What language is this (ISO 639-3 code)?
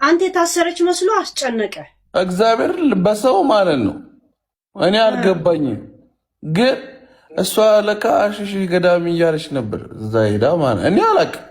amh